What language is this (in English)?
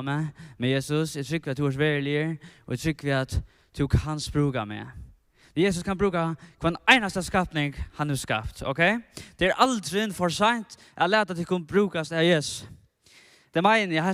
Faroese